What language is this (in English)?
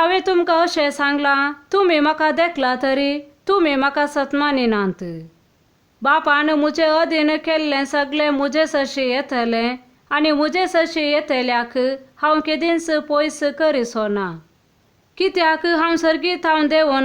Konkani